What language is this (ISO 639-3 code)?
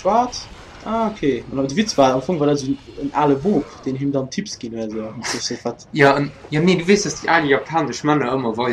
ltz